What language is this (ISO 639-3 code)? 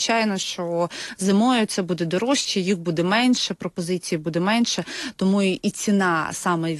ukr